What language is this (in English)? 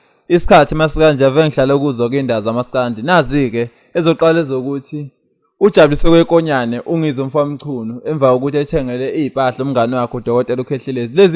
Zulu